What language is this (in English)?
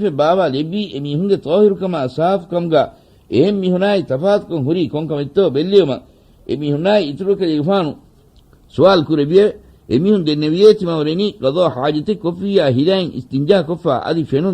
Divehi